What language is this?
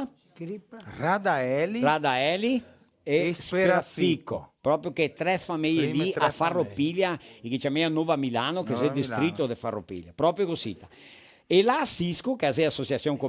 Venetian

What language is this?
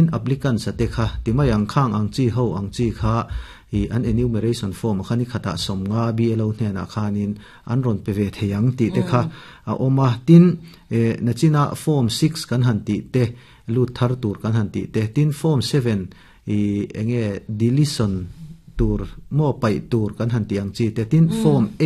Mizo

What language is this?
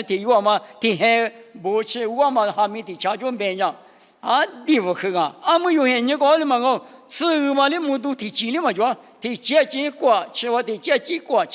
Lisu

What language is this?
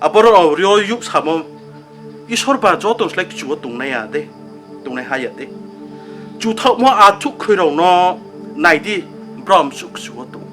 Riang (India)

